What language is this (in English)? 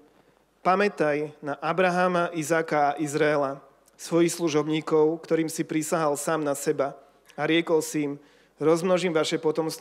Slovak